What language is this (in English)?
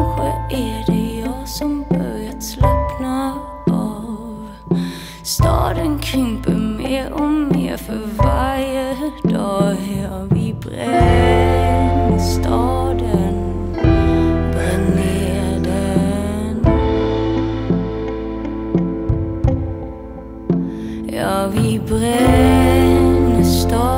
Swedish